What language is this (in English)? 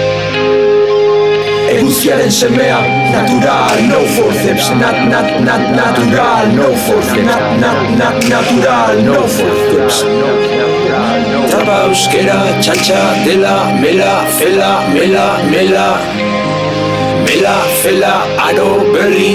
Basque